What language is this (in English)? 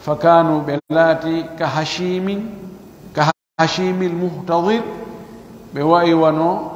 Pular